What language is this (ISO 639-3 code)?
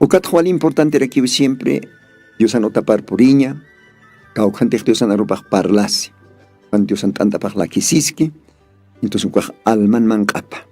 aym